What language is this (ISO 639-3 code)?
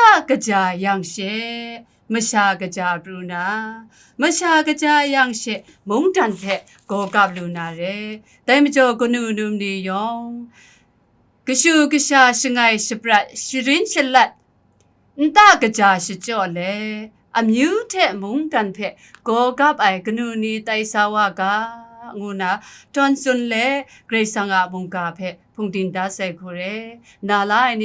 kac